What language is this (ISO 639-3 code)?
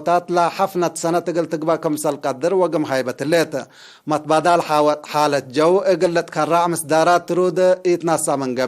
tig